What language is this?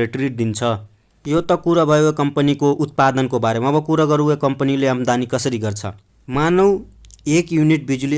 Nepali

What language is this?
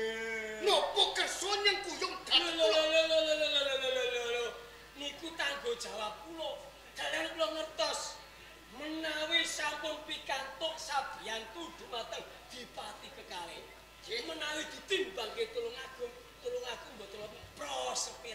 Javanese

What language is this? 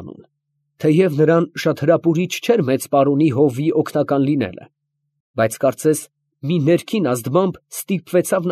Armenian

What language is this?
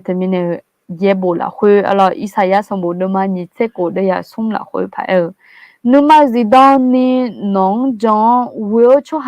Akha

